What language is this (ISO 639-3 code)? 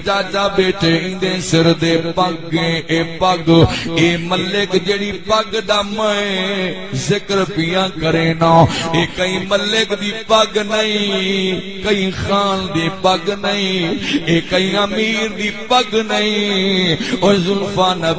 skr